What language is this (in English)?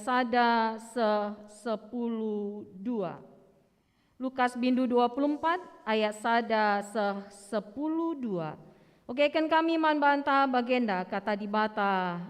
Batak Karo